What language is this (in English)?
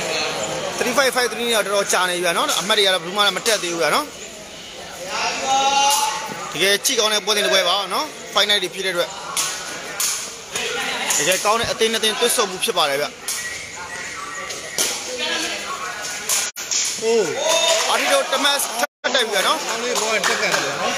Burmese